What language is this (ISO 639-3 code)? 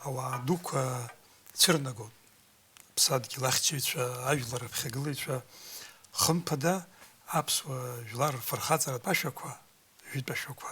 abk